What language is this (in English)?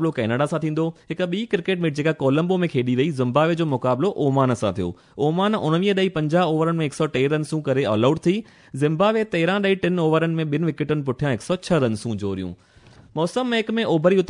Sindhi